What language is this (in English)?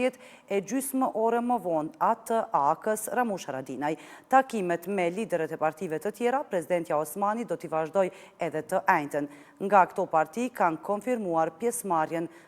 Albanian